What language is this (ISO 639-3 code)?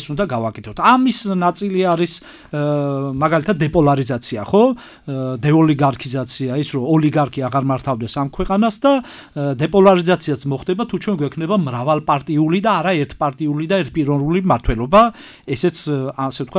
kat